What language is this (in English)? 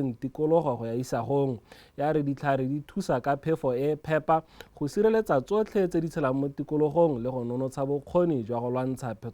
Tswana